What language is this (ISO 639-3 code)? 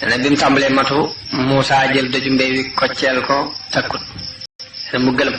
wol